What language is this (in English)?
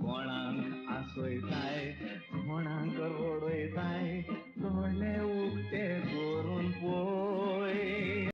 Konkani